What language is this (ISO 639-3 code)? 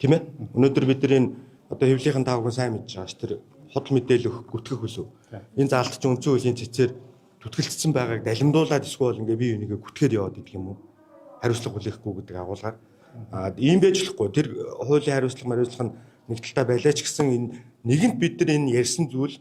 mon